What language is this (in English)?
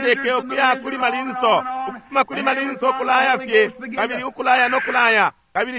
Bemba